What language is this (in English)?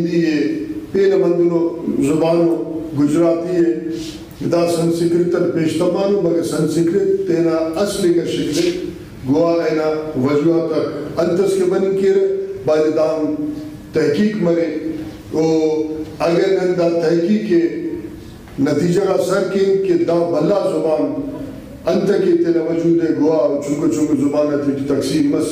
Brahui